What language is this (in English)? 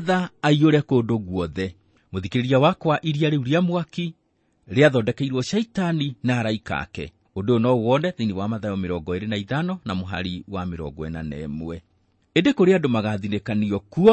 Kikuyu